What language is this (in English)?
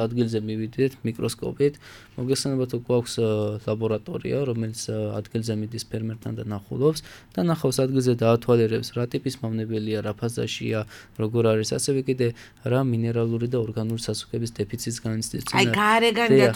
Georgian